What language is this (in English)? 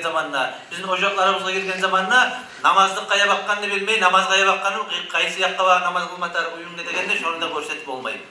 Kumyk